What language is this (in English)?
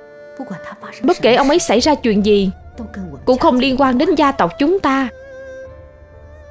Vietnamese